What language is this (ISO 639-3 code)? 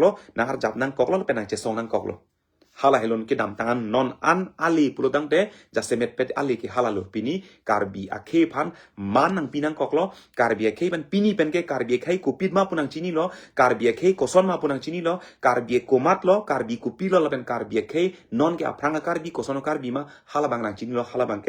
mjw